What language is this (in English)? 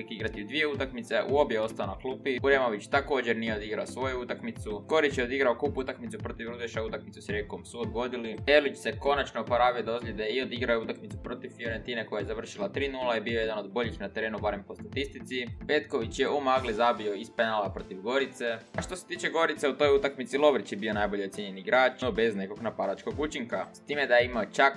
Croatian